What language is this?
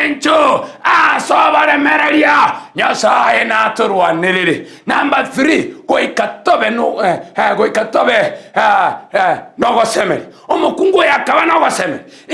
Gusii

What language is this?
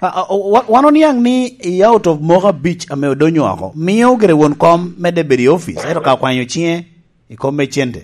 Lango (Uganda)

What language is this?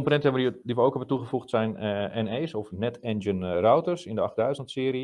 Dutch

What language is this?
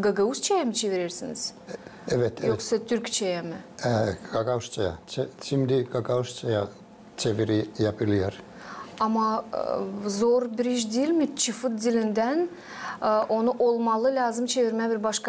Gagauz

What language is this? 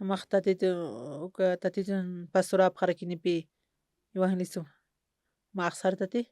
Aymara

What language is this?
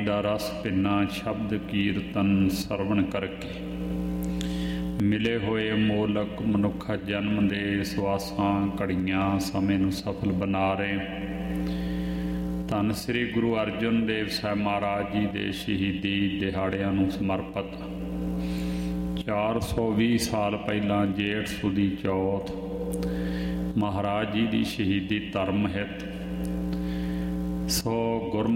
Punjabi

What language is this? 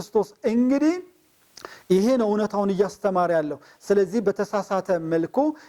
Amharic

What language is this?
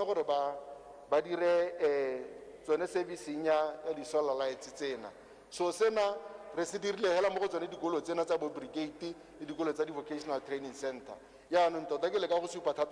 Tswana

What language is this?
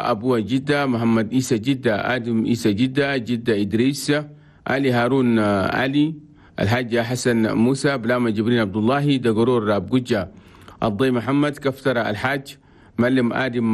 Chadian Arabic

